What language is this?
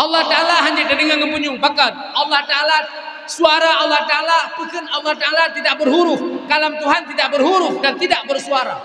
Achinese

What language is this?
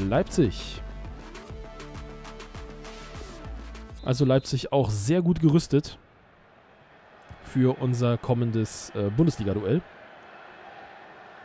German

